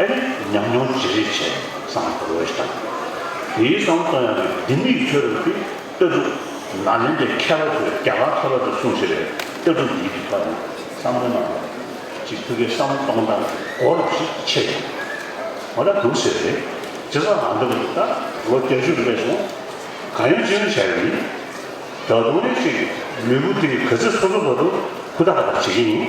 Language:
Tibetan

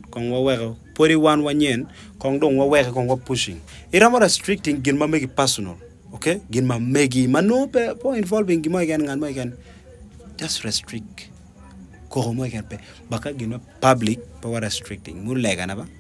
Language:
Acoli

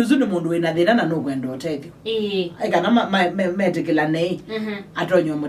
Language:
Kamba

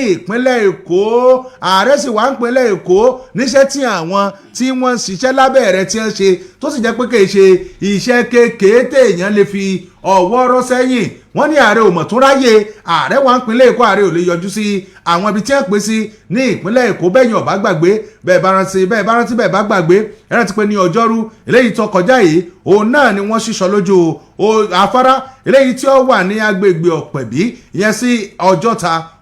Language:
Yoruba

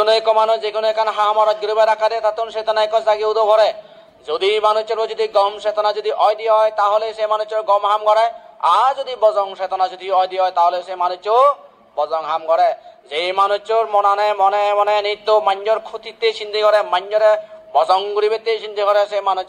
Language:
Chakma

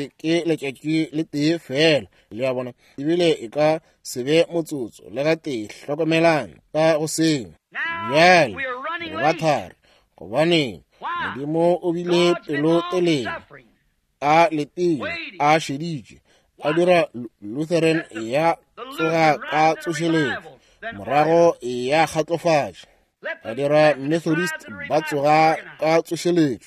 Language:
Northern Sotho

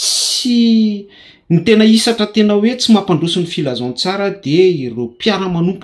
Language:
Malagasy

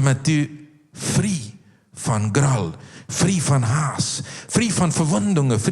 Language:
Plautdietsch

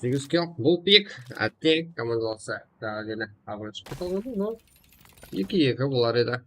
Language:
Kara-Kalpak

